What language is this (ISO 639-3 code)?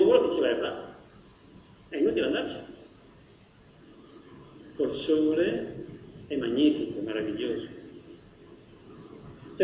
ita